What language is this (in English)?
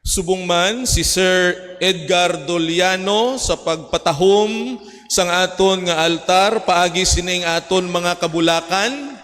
Hiligaynon